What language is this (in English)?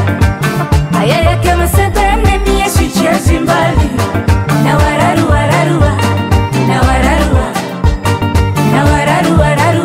Swahili